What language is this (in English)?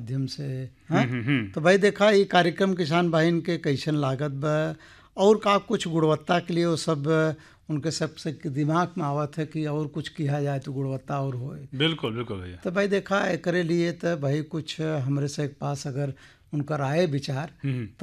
Bhojpuri